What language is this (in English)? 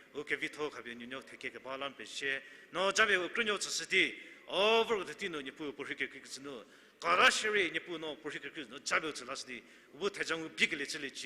Angami Naga